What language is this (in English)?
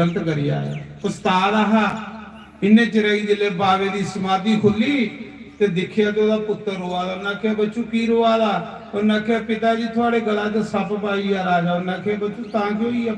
Dogri